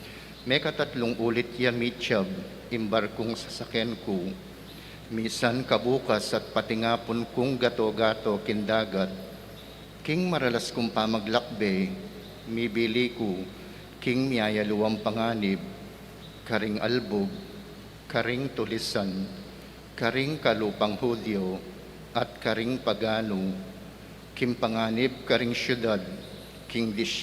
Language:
Pampanga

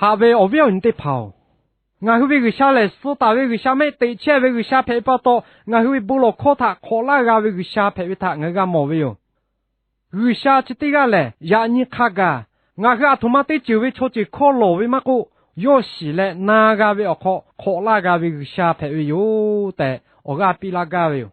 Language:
Lahu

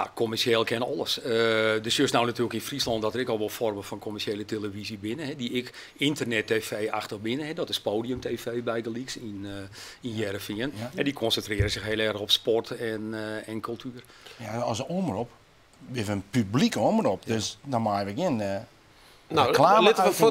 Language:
Western Frisian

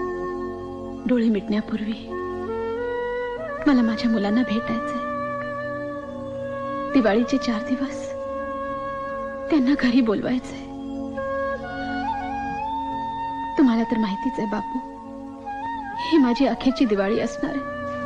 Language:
Marathi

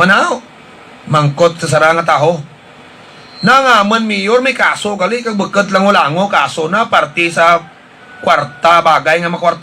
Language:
Hiligaynon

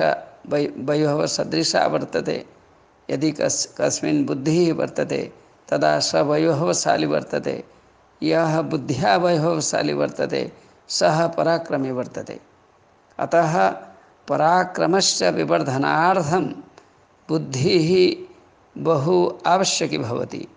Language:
Sanskrit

